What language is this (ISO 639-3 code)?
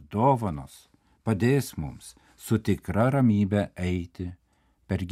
lit